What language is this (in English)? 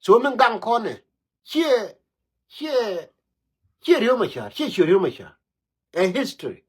Nuer